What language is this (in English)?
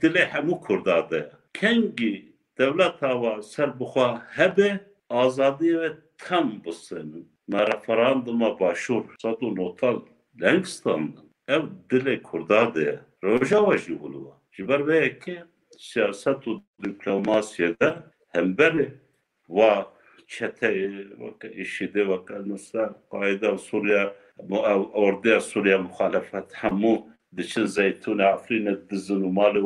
Kurdish